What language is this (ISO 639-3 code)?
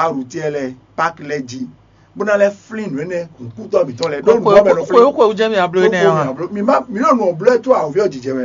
fon